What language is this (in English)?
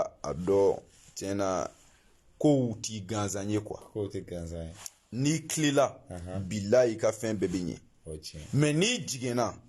Bambara